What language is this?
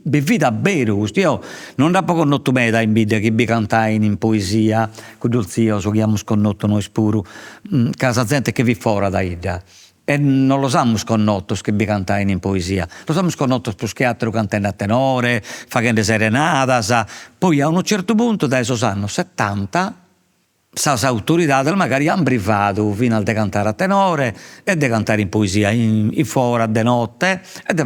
Sardinian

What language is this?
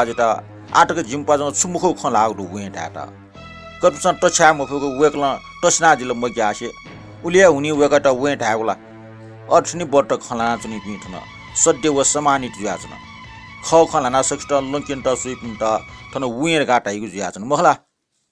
Newari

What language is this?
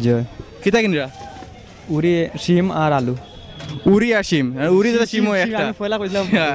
Sylheti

